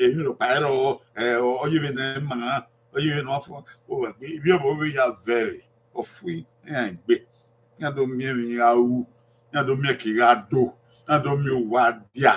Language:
Bini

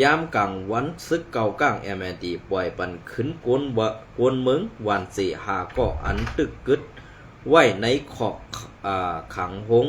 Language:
Shan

